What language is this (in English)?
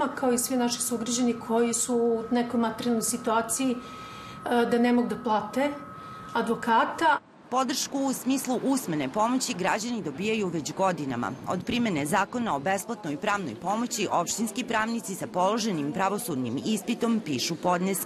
Serbian